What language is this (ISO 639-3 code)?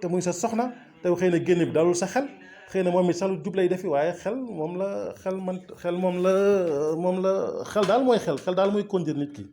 wol